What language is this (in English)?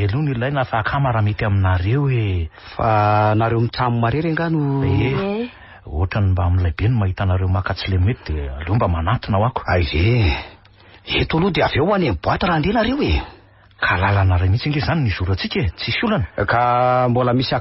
Malagasy